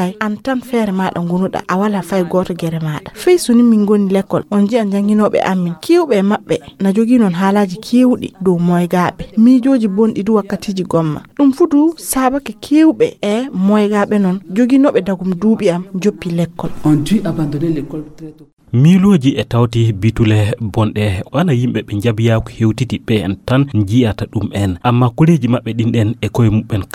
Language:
Fula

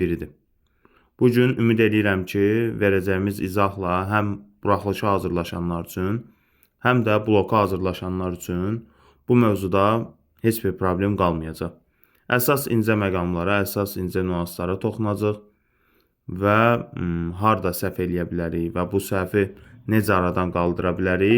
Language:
Azerbaijani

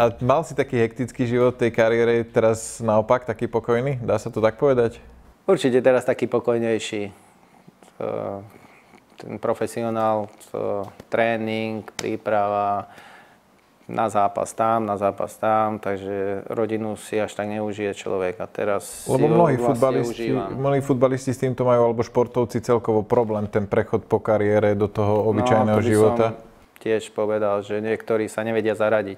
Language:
Slovak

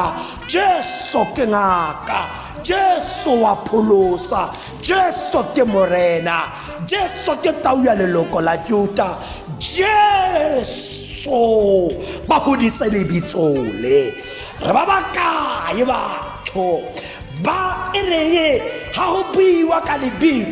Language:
Tswana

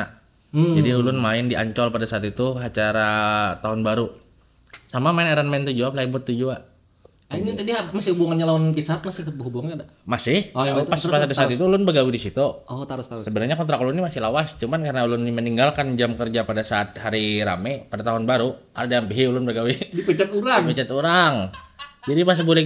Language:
Banjar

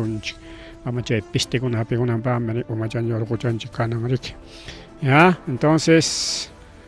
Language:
Ayacucho Quechua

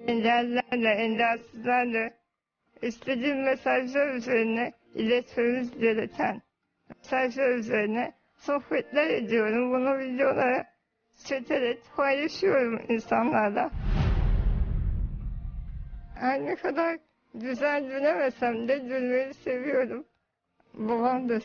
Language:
Turkish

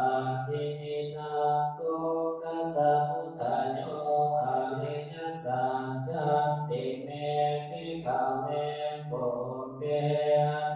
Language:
Pali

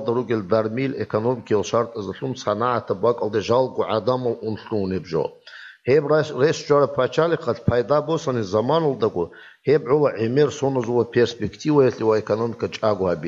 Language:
Avaric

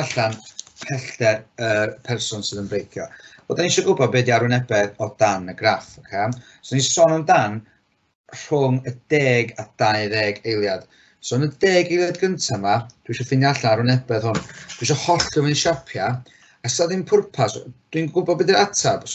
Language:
Welsh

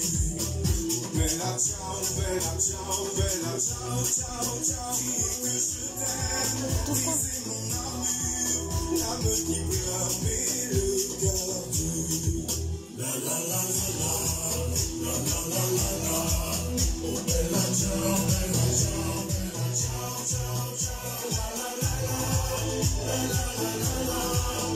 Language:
French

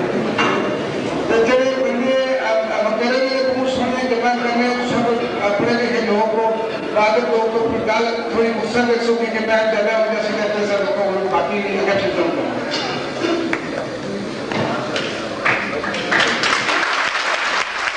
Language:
Urdu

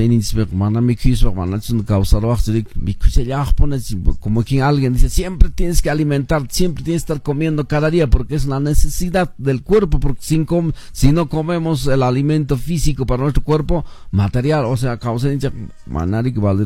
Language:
Quechua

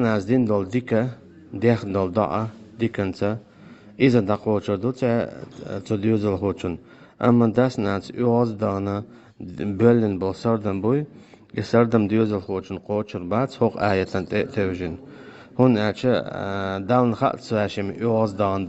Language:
Chechen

